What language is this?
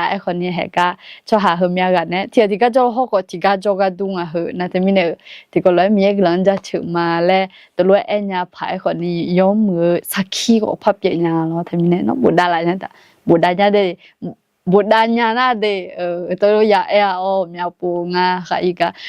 Akha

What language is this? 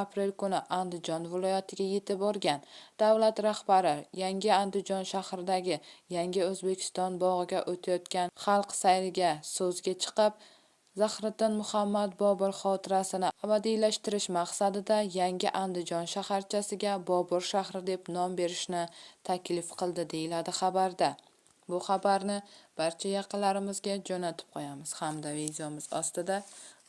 Uzbek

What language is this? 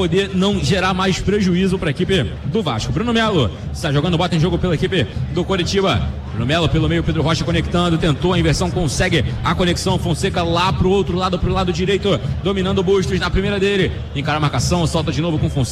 Portuguese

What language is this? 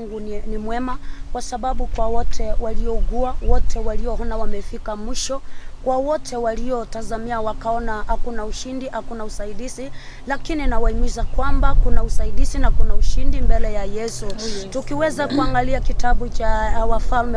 Swahili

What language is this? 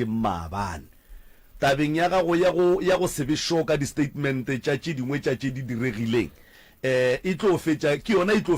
Northern Sotho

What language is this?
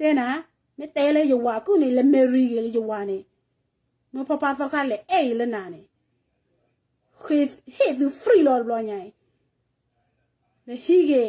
S'gaw Karen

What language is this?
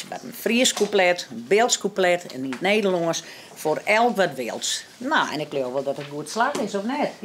Western Frisian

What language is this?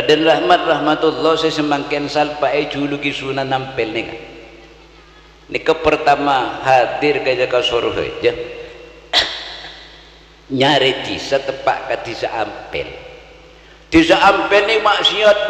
Madurese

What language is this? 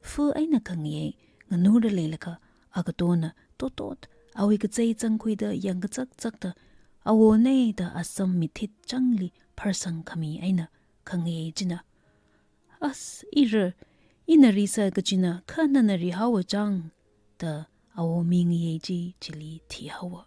Tangkhul Naga (India)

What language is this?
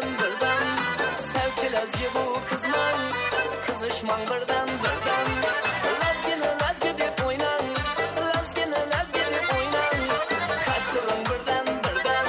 Kara-Kalpak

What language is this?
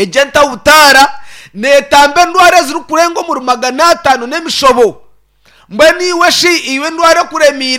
Nyankole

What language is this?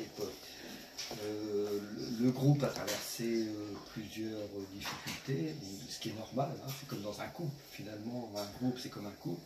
French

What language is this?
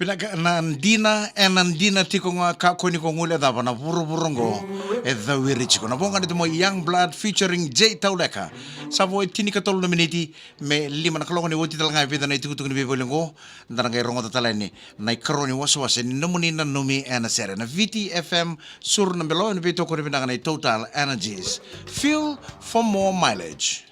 Fijian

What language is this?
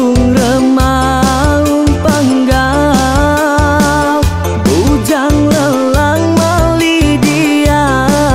Iban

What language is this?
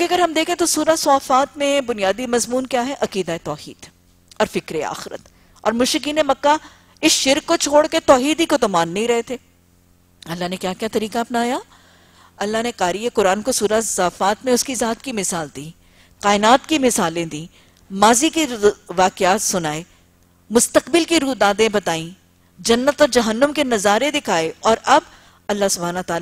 Urdu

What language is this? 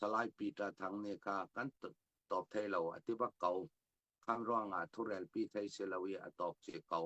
Hakha Chin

